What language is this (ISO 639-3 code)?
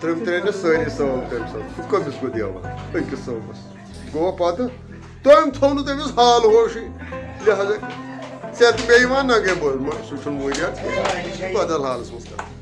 kas